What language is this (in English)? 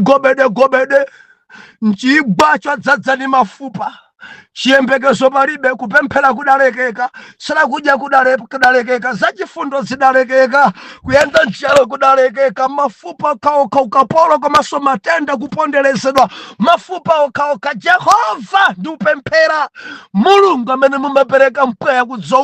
Nyanja